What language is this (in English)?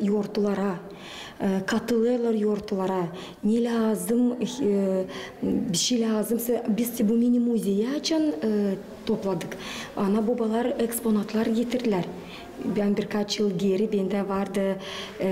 Gagauz